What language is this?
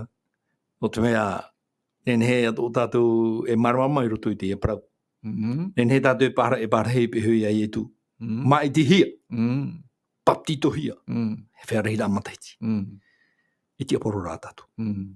Tahitian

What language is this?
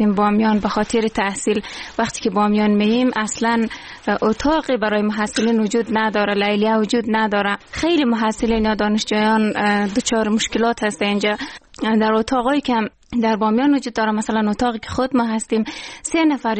Persian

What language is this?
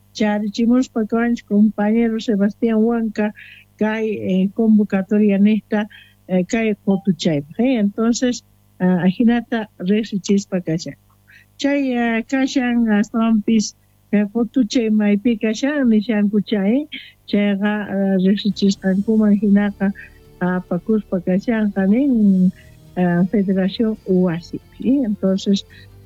Quechua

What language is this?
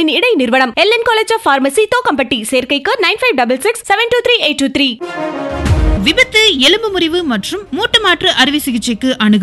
Tamil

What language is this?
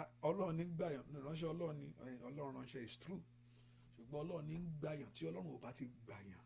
Yoruba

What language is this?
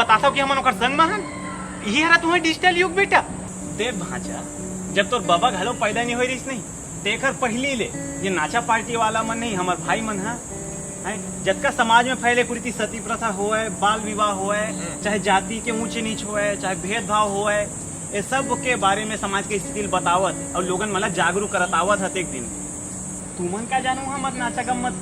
Chhattisgarhi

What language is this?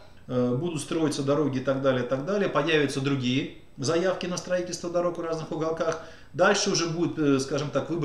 Russian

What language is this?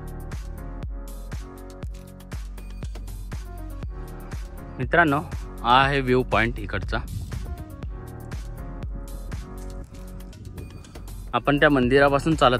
Marathi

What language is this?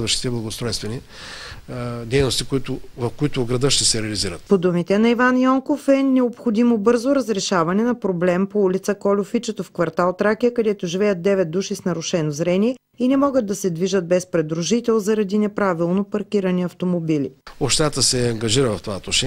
Bulgarian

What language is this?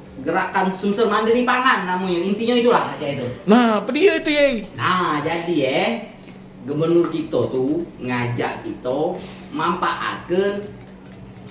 Musi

